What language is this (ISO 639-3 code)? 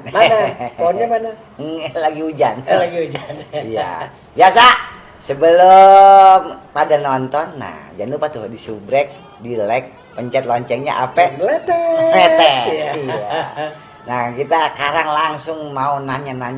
bew